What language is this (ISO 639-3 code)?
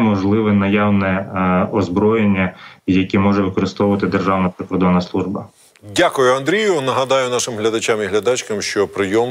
ukr